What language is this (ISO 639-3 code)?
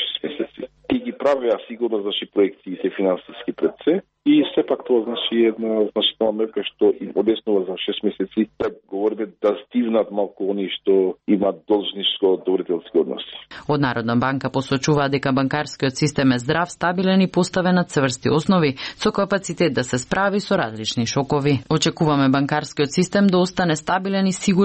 mkd